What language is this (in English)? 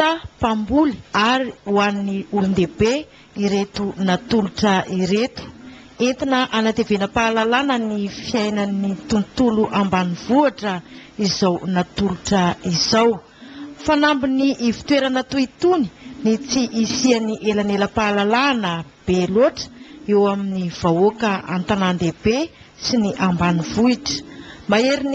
Malagasy